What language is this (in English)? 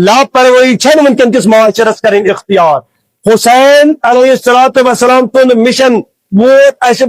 Kashmiri